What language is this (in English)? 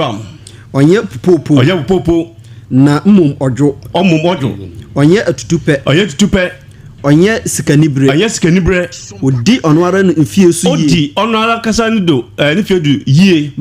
Akan